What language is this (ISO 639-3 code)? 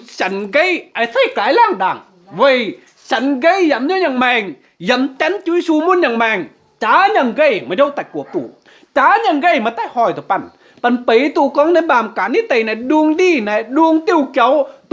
mji